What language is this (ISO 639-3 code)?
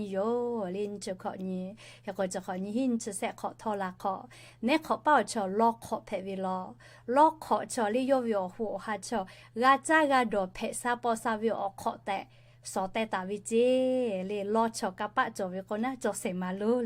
lhu